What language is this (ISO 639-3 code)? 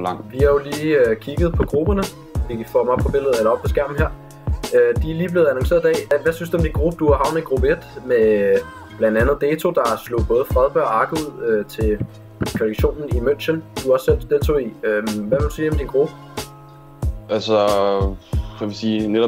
dan